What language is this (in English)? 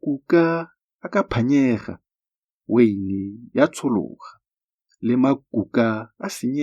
Tswana